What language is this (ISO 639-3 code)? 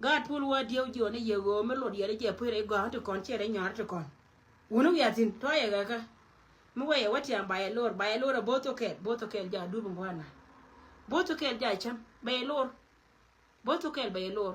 nus